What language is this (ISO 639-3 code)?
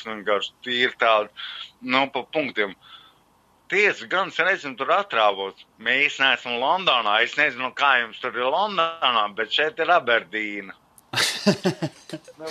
lav